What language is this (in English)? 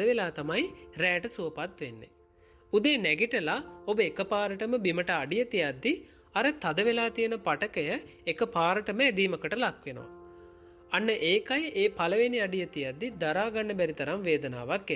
Sinhala